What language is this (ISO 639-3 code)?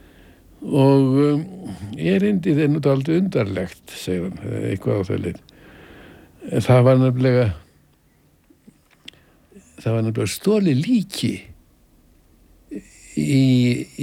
isl